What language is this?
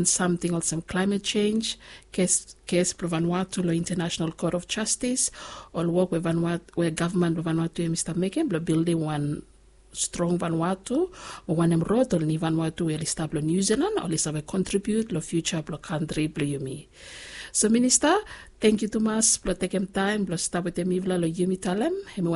Bislama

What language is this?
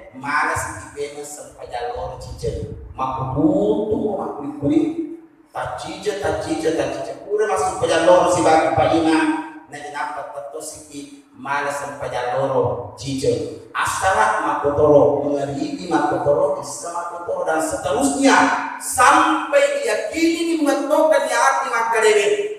Buginese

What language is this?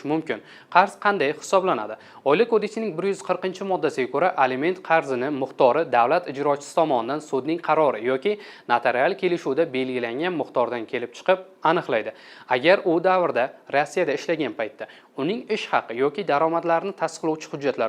Uzbek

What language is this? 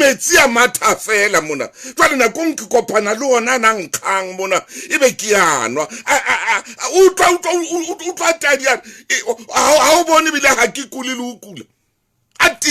Southern Sotho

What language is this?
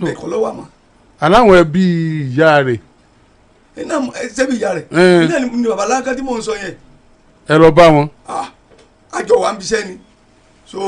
Yoruba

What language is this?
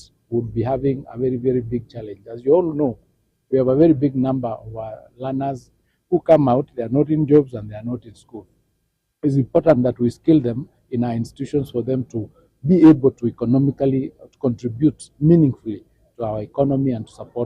Gusii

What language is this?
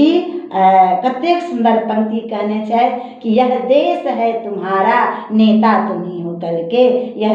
Maithili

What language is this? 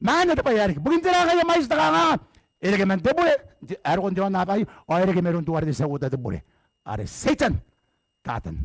Gilbertese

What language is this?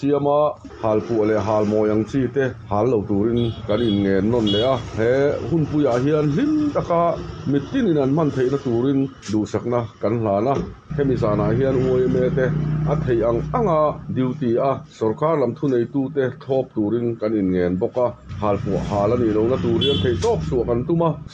Mizo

